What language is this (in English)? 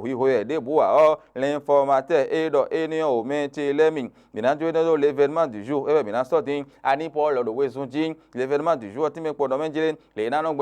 Fon